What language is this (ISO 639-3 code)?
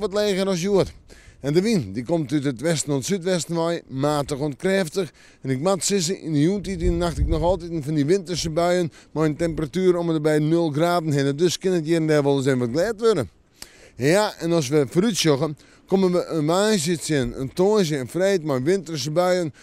fry